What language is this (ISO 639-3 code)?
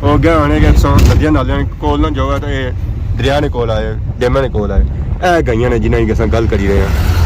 phr